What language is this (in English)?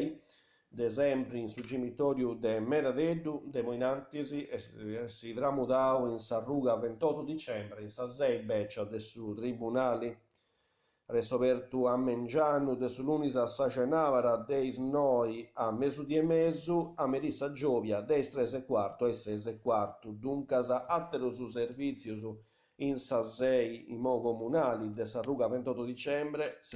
Sardinian